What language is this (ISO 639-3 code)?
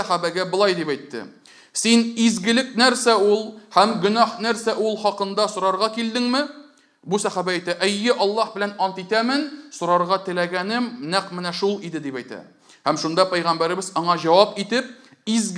tat